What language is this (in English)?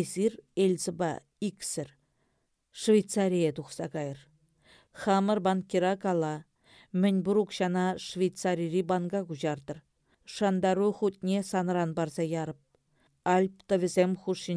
Chuvash